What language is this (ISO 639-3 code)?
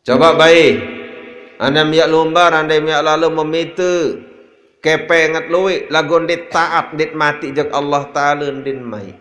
sas